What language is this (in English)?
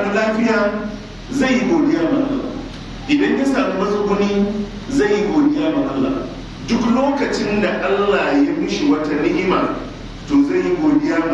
Hausa